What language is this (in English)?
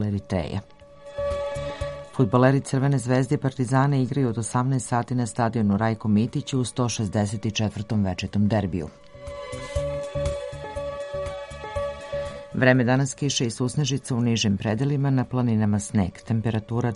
Serbian